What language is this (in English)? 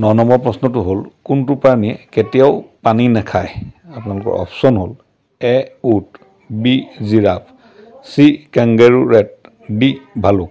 Assamese